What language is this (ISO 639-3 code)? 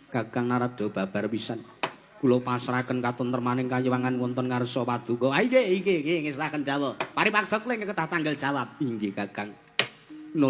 jav